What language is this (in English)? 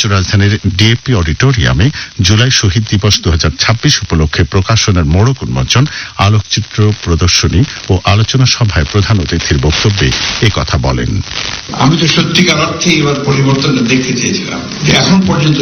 Bangla